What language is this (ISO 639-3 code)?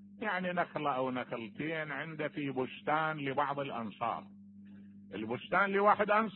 acm